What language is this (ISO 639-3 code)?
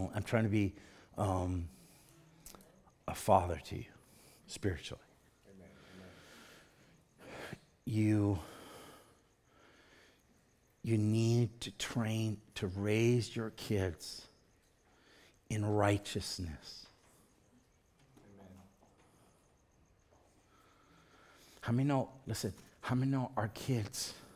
eng